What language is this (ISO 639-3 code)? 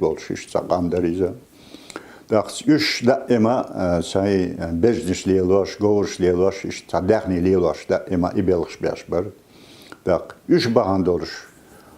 che